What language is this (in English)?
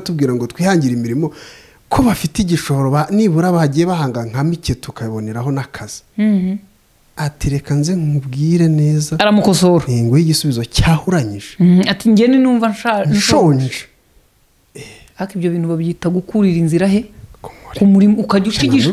Kinyarwanda